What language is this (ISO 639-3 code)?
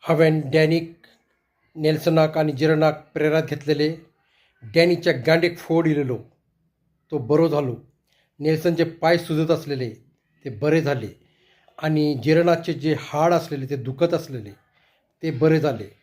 kok